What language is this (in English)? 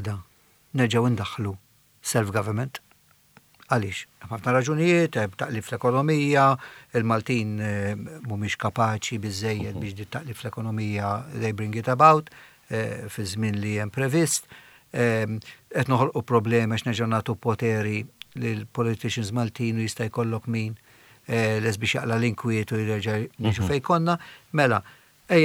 Maltese